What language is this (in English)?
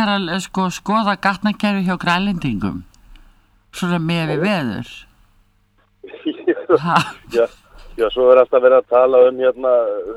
Icelandic